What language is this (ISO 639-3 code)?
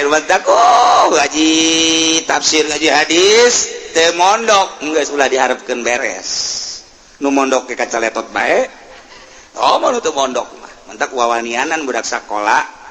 sun